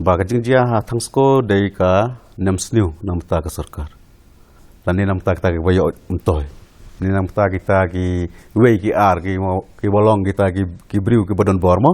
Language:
Khasi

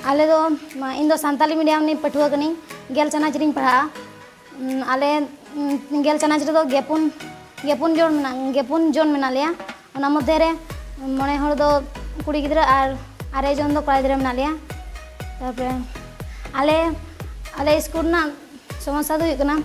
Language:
Santali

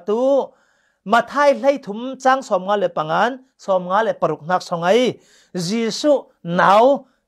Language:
Falam Chin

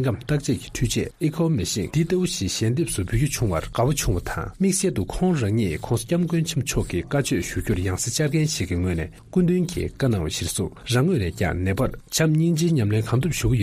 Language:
Tibetan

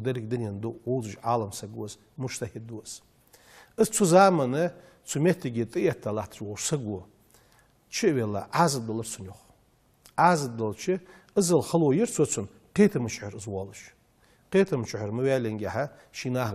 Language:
Ingush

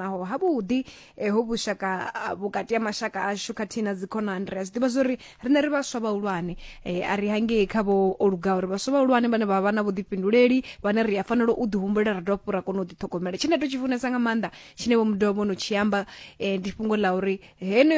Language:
Venda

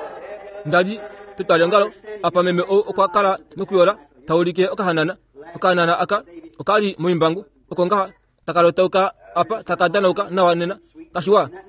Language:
Kuanyama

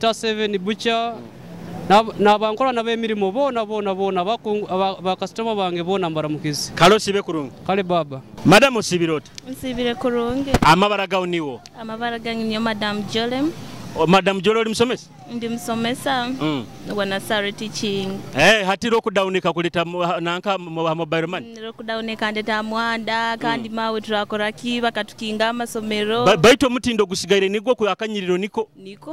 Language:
Nyoro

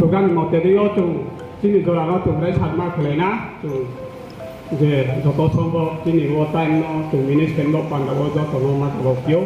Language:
Riang (India)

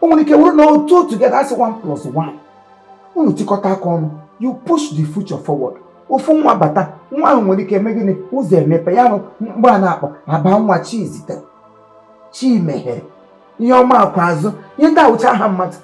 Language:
Igbo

